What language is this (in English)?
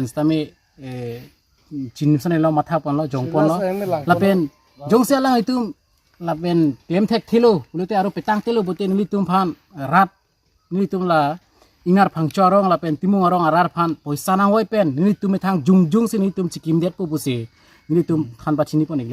Karbi